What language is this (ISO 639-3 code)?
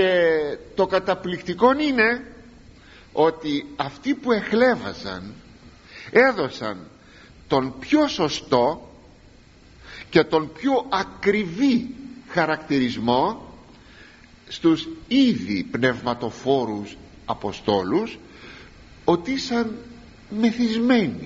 ell